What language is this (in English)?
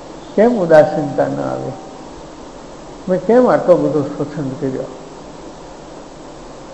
Gujarati